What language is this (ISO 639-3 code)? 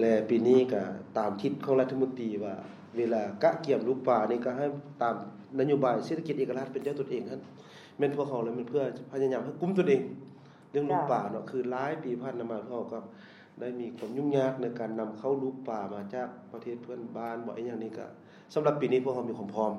lao